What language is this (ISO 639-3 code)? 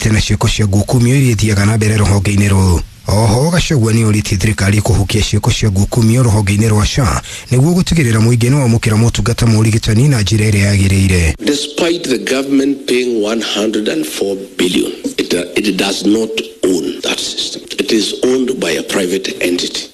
kik